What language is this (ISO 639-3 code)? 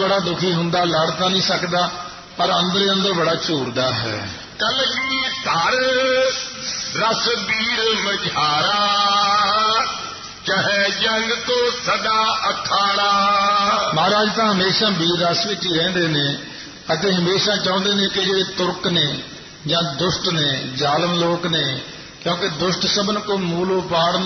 pan